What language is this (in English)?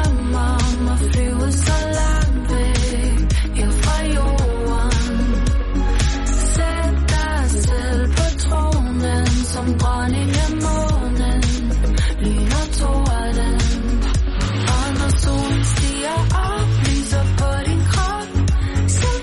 Danish